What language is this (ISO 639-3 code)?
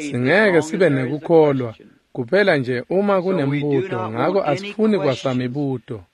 ssw